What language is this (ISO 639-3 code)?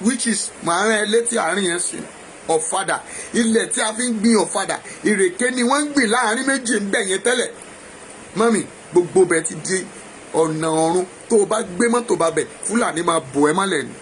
yor